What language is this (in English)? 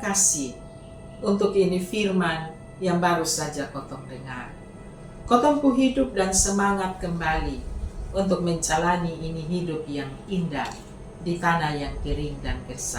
Kupang Malay